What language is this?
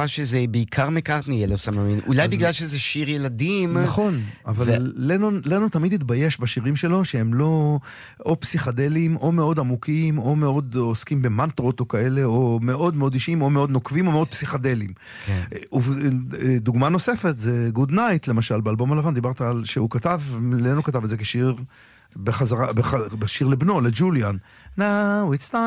Hebrew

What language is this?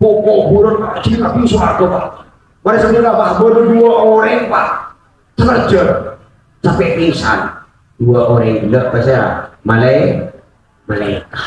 Madurese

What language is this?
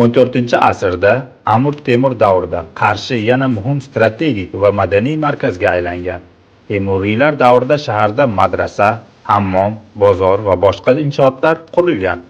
Uzbek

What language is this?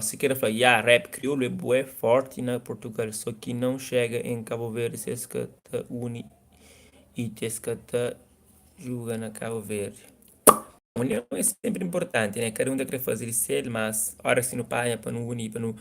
Kabuverdianu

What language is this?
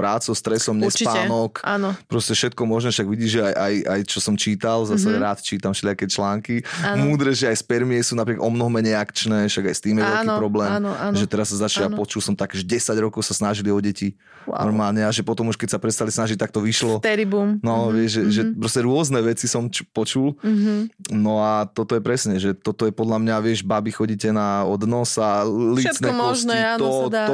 Slovak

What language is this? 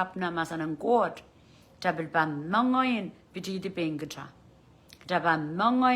Pohnpeian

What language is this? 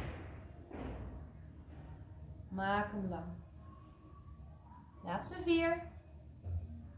Dutch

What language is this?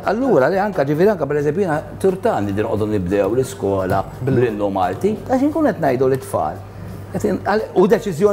Maltese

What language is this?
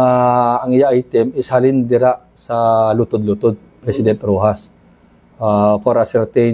Hiligaynon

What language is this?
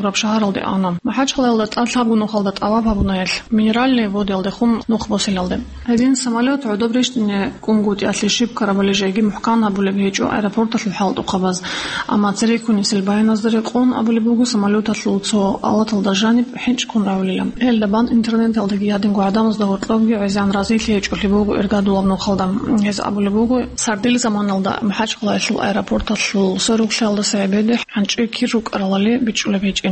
Avaric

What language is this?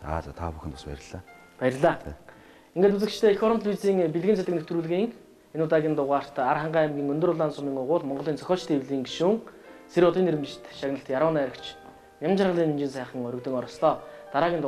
Mongolian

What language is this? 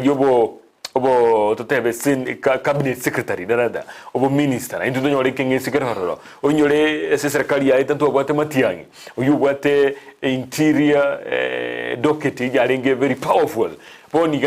Gusii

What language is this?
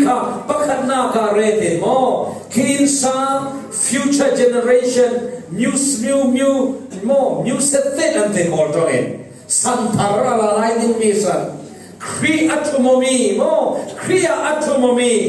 Falam Chin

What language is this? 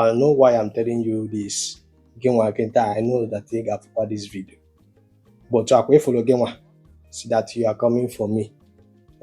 Igbo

